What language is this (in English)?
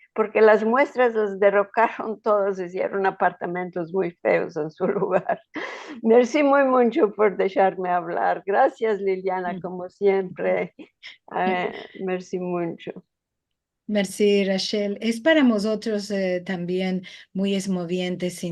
Ladino